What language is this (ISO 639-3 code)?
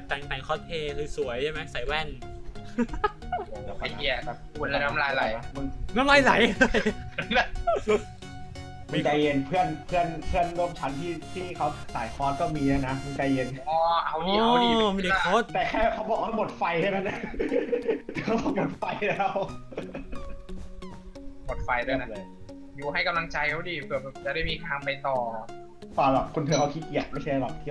tha